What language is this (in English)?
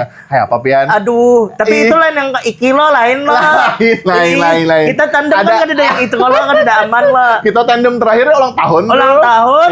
Banjar